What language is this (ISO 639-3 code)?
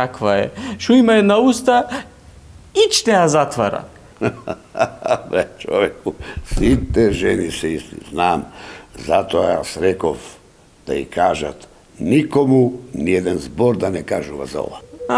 mkd